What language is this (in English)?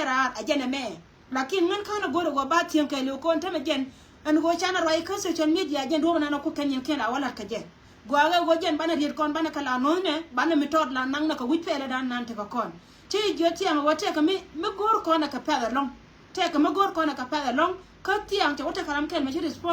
Nuer